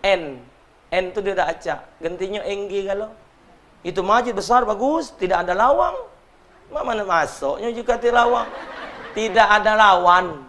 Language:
Musi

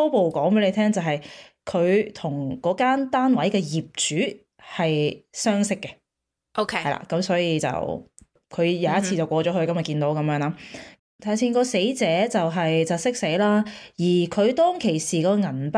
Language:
Cantonese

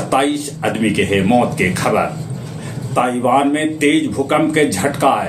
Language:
Magahi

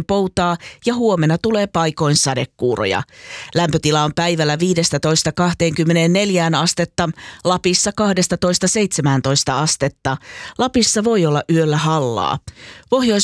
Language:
Finnish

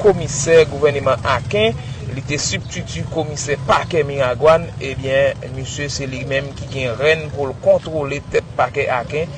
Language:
Haitian Creole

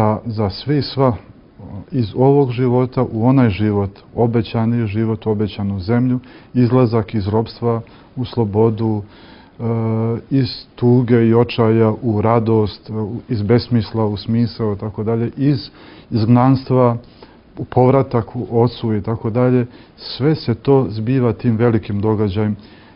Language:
Serbian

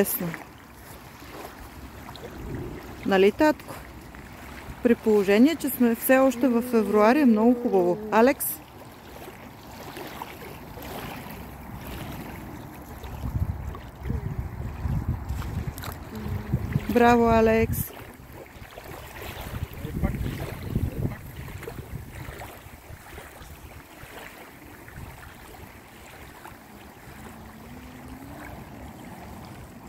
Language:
Bulgarian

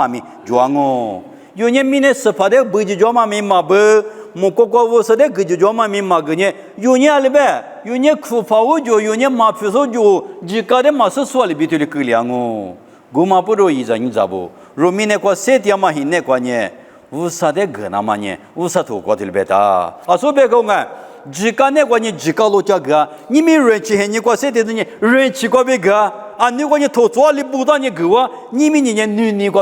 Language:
Lisu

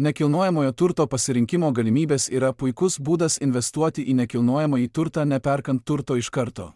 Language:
Lithuanian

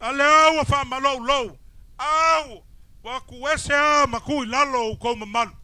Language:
Samoan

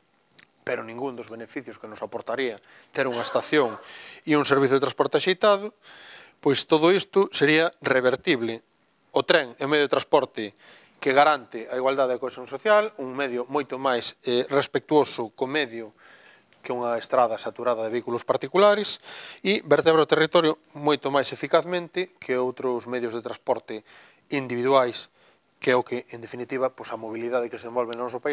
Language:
Galician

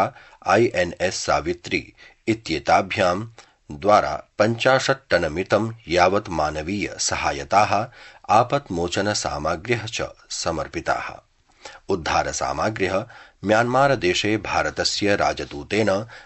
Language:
Sanskrit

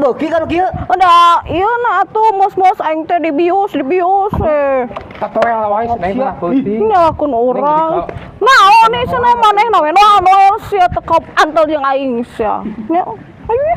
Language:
Sundanese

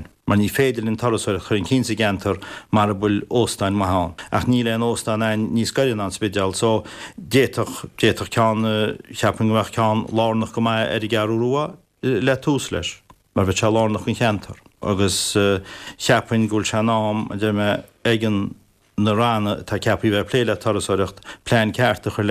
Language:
Irish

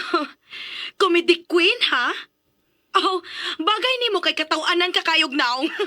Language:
Cebuano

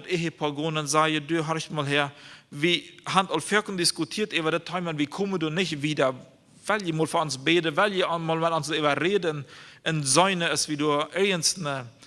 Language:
Plautdietsch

